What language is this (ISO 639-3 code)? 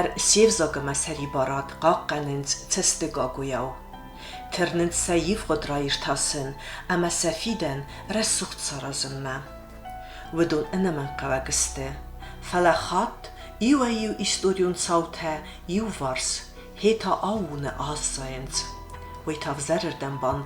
oss